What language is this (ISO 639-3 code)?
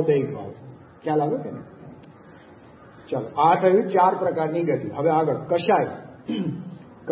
guj